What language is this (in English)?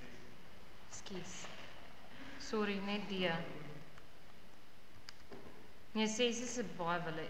Afrikaans